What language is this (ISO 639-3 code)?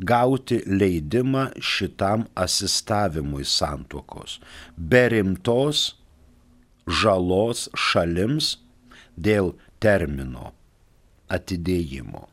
lit